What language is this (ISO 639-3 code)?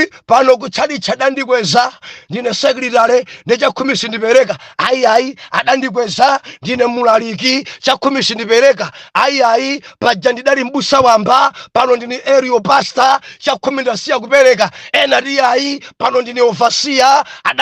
nya